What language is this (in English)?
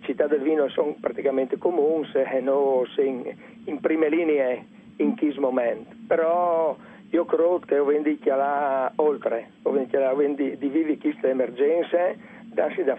Friulian